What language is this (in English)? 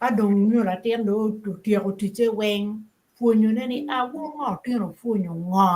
Acoli